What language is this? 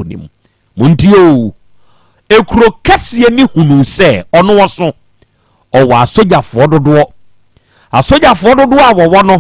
Akan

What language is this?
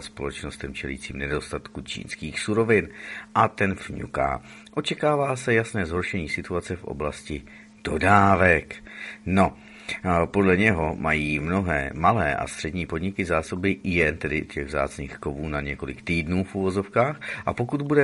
Czech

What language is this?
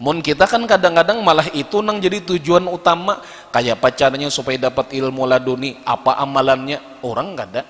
Banjar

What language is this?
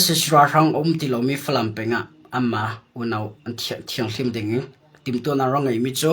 Hakha Chin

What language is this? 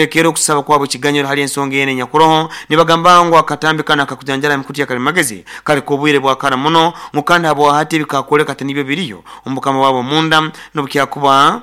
Nyoro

